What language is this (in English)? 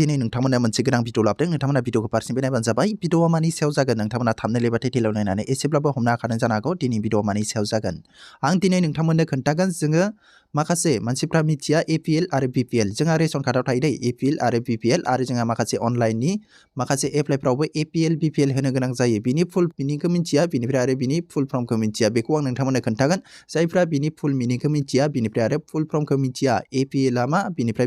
Bodo